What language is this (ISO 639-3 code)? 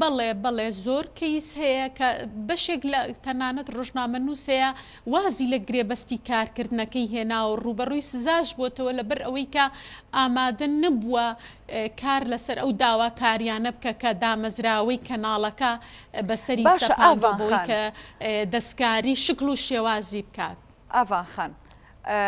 ckb